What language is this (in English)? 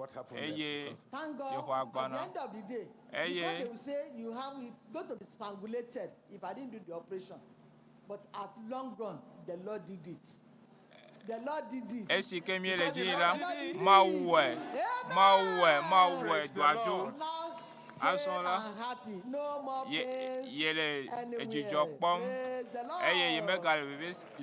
Ewe